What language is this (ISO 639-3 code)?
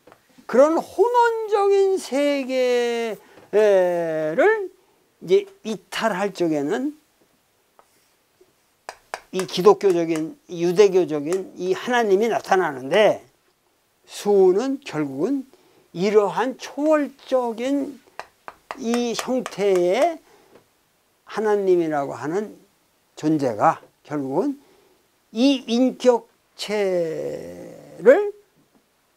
kor